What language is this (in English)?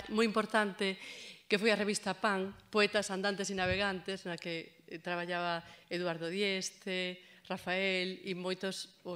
Galician